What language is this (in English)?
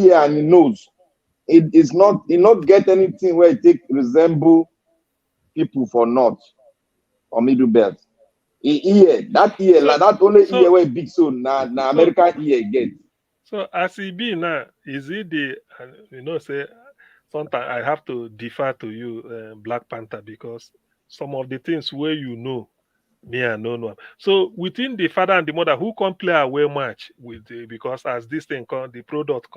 Nigerian Pidgin